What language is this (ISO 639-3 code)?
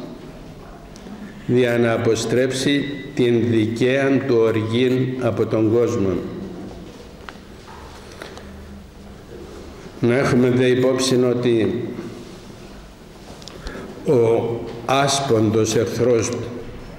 ell